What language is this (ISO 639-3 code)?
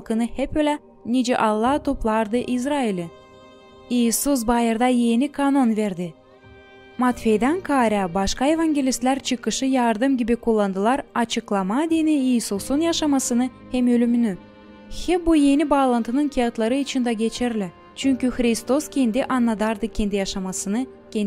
gag